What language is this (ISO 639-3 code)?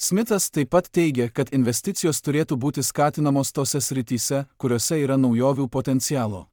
lit